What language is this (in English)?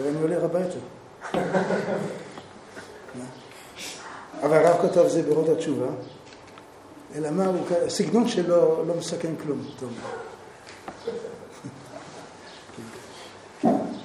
Hebrew